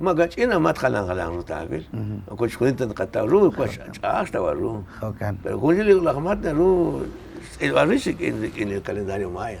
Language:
Kekchí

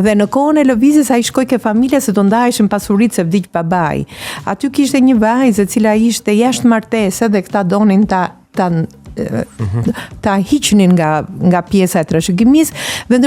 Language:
Albanian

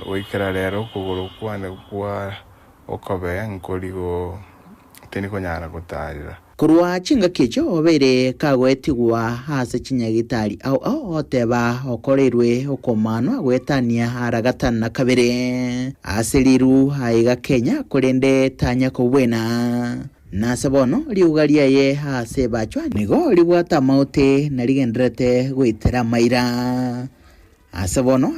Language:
Gusii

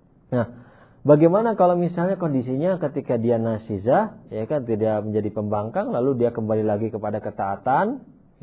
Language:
Indonesian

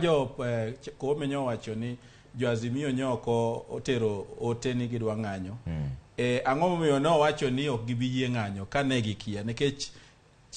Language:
Luo (Kenya and Tanzania)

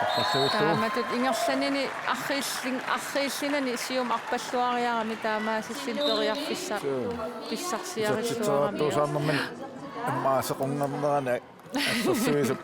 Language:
Kalaallisut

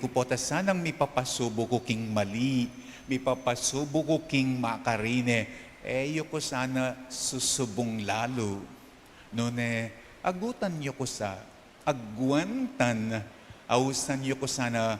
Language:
Pampanga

